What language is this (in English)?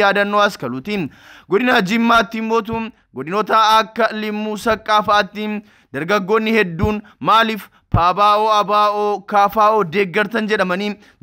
Oromo